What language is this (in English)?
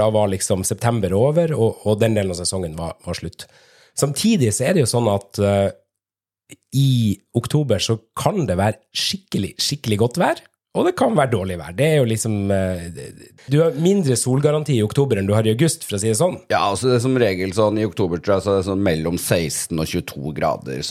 Norwegian